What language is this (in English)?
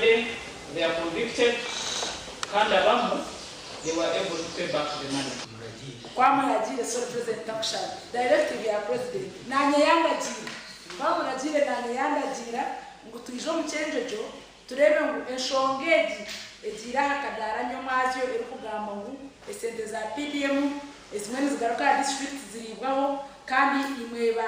Nyankole